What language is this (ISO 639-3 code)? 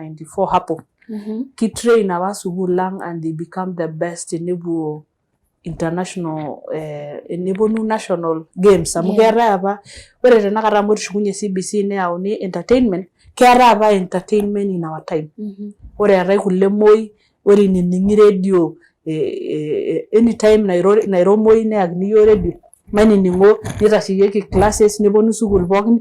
mas